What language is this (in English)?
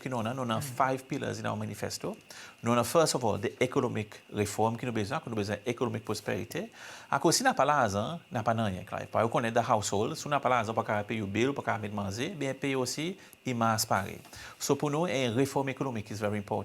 Seselwa Creole French